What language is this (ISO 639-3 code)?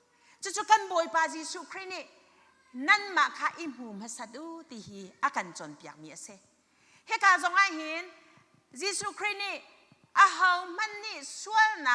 cnh